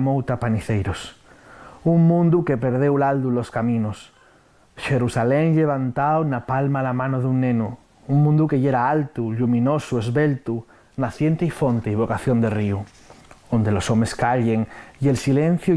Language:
Asturian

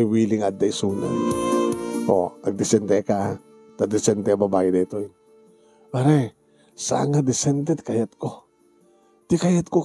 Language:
Iloko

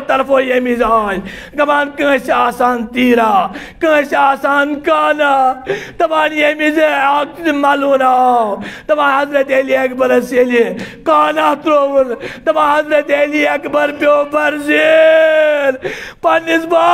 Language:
Kashmiri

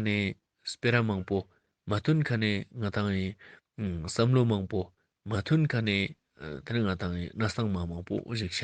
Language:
Ladakhi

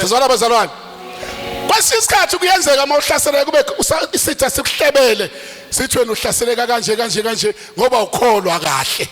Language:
Zulu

